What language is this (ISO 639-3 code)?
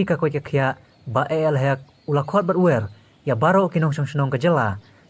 kha